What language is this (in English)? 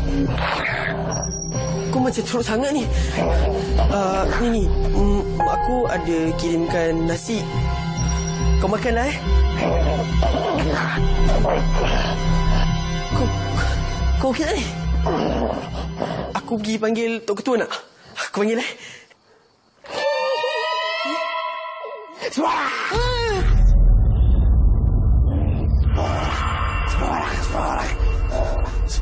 Malay